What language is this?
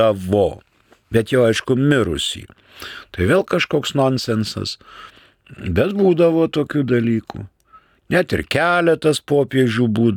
Lithuanian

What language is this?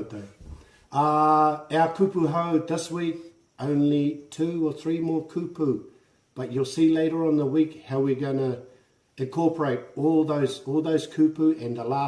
Māori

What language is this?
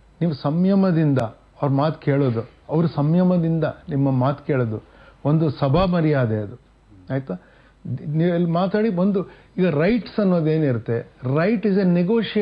Kannada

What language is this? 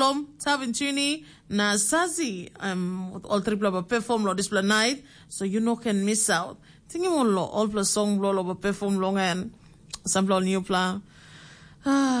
Tok Pisin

